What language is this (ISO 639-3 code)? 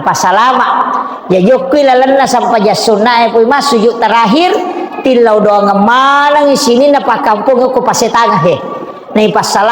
bug